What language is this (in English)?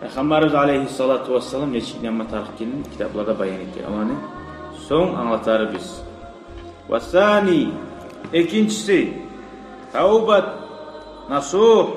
Kumyk